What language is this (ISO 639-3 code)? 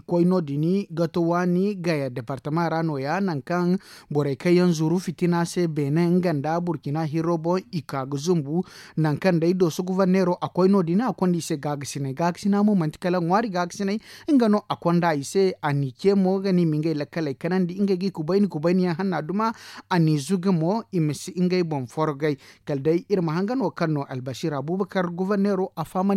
dje